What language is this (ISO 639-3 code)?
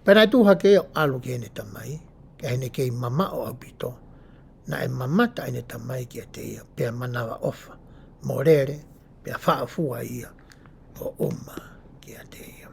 ton